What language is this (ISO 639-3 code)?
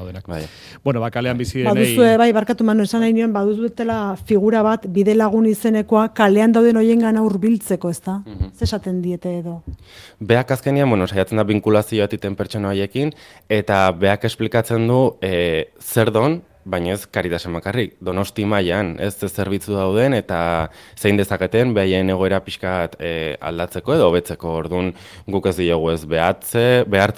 eus